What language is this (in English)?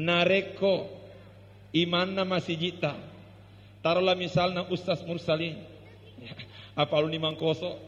Buginese